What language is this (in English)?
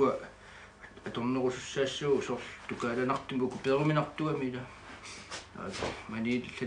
Kalaallisut